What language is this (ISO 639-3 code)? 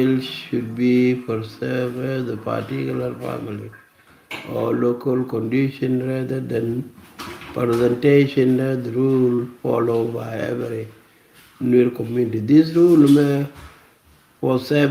nus